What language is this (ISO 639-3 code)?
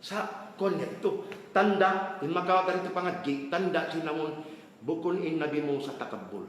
tsg